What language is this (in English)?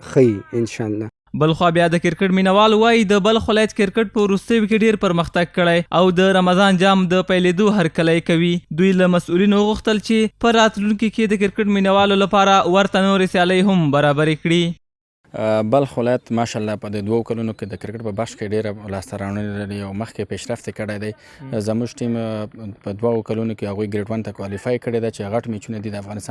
Pashto